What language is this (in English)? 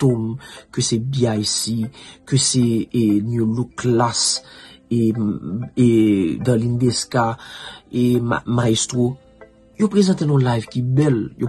Haitian Creole